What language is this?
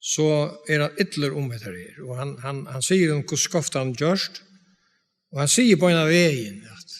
Faroese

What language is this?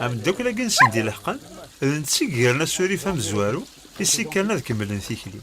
Kabyle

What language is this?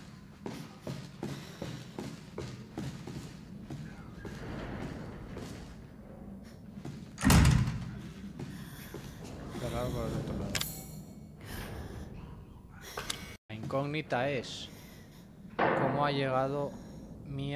Spanish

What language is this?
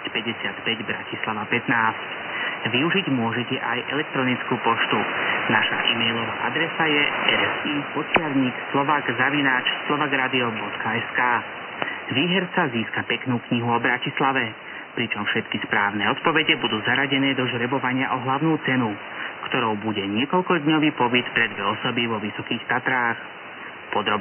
Slovak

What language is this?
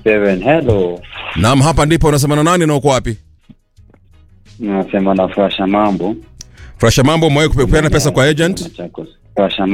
Swahili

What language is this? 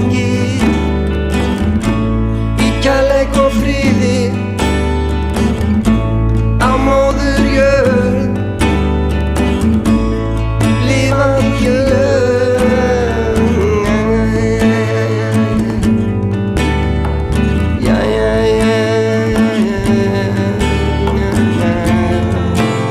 Icelandic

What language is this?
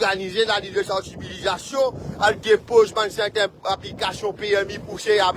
Morisyen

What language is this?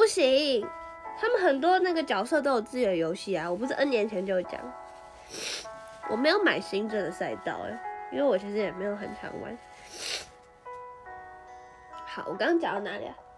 Chinese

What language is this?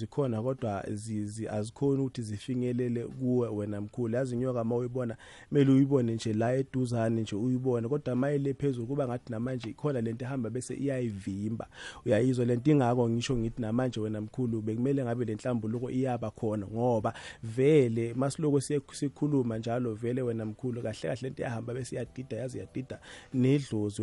South Ndebele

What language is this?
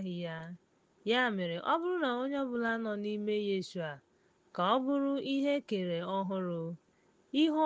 Igbo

